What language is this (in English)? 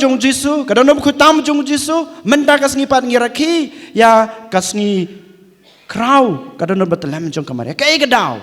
Khasi